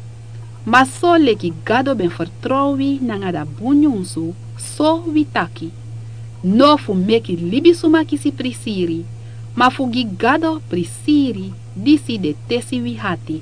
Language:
Sranan Tongo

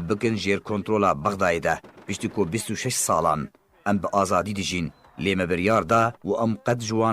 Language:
Kurdish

